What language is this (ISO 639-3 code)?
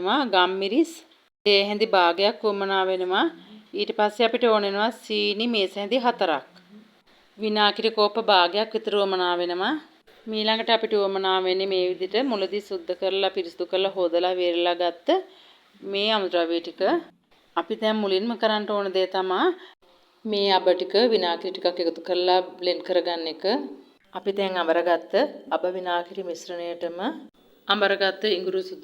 sin